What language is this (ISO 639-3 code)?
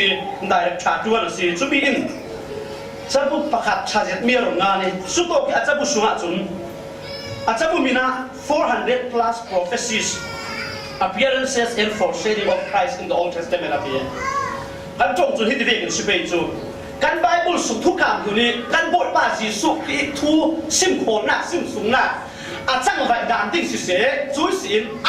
cfm